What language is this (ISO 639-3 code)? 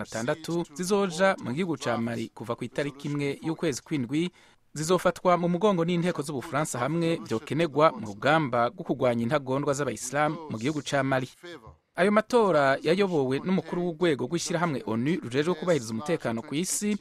run